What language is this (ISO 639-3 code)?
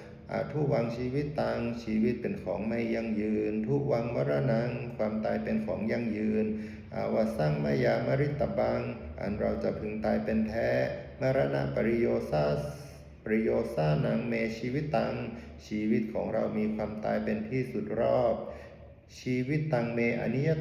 pli